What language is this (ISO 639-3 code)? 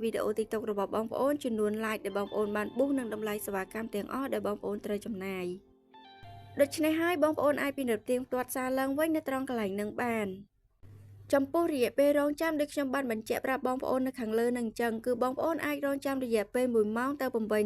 khm